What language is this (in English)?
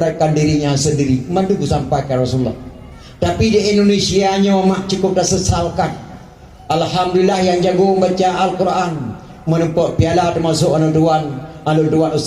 Achinese